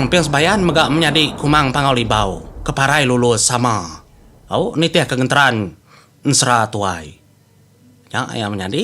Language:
Iban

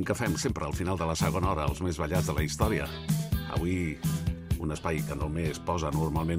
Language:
Catalan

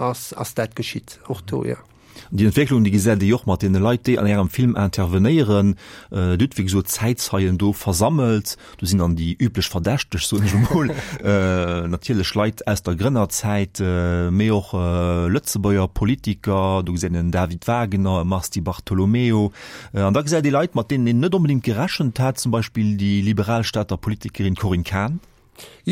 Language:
Luxembourgish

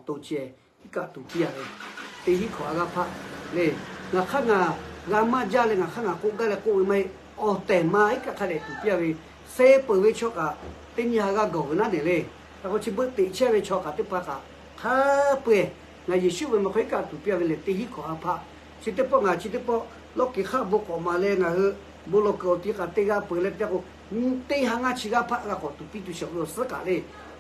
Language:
Lahu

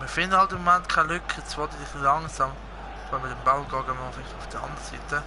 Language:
Swiss German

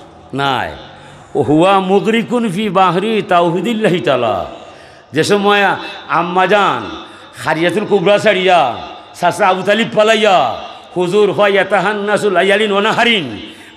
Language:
Sylheti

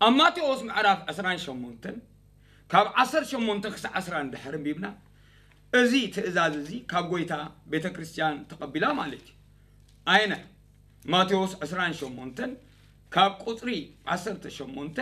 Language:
Tigrinya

